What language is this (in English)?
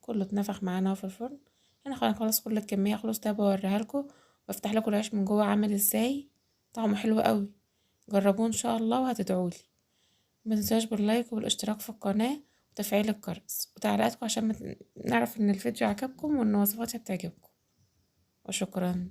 Egyptian Arabic